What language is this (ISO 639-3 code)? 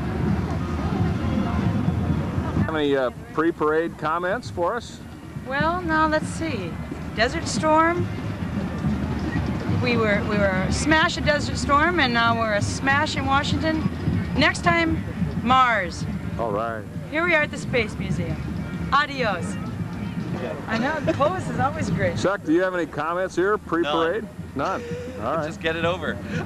eng